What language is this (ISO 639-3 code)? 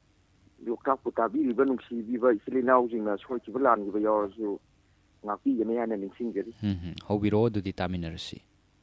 mni